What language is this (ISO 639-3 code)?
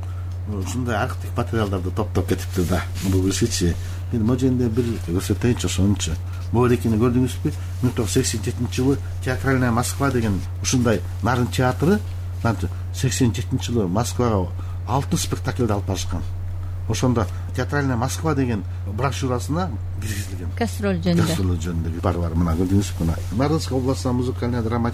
kir